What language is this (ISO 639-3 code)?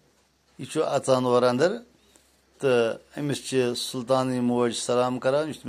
kas